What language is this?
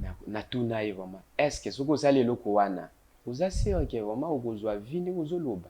Lingala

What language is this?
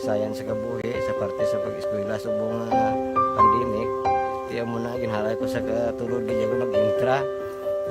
Hiligaynon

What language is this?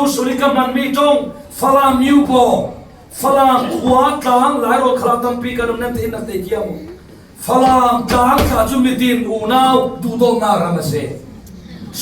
Falam Chin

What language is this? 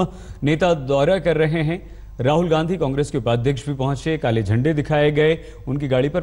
Hindi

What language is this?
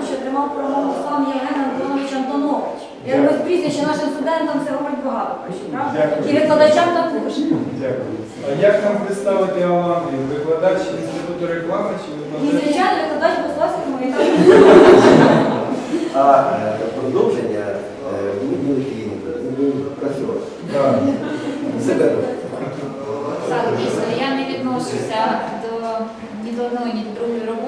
Ukrainian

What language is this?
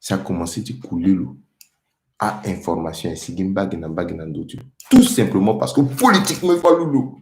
Sango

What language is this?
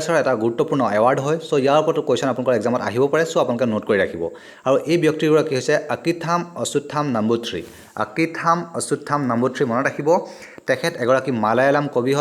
Assamese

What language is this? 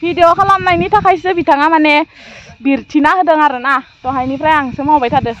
Bodo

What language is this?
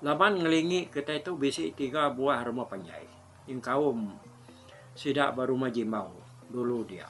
Iban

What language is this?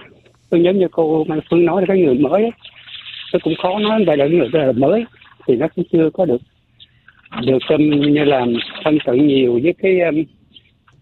Vietnamese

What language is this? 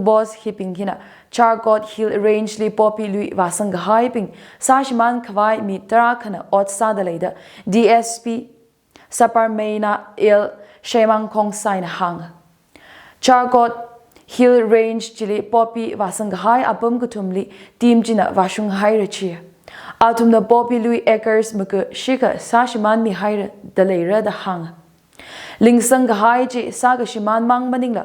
Tangkhul Naga (India)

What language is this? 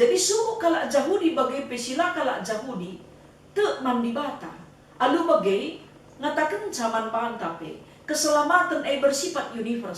Batak Karo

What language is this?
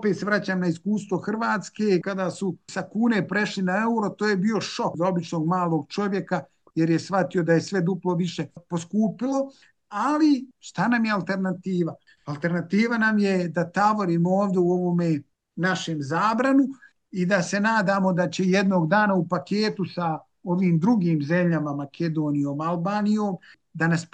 Bosnian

